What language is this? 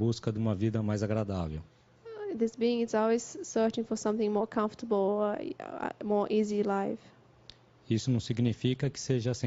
Portuguese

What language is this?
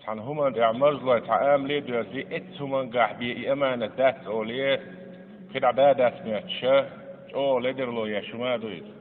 Chechen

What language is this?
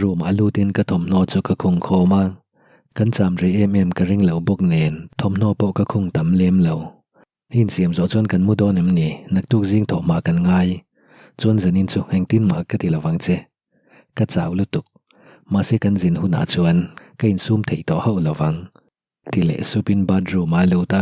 Mizo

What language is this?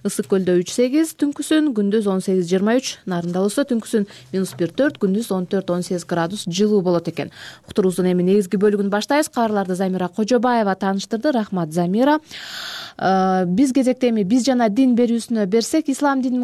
Kyrgyz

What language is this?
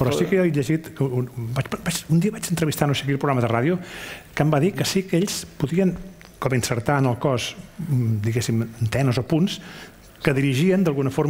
Catalan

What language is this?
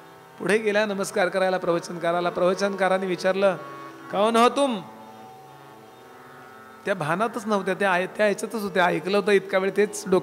Marathi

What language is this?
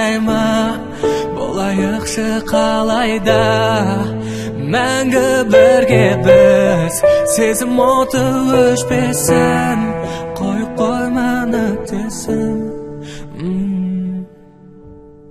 Kazakh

